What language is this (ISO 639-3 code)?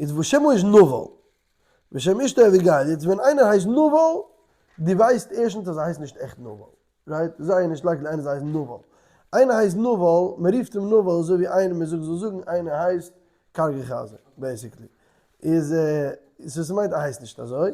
yid